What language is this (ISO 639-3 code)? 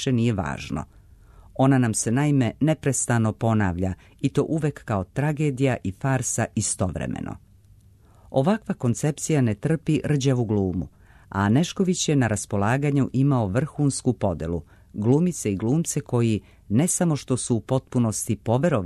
srp